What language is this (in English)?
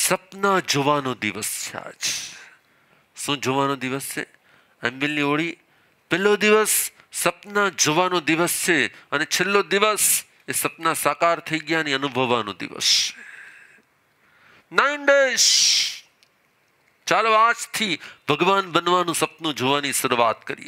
Gujarati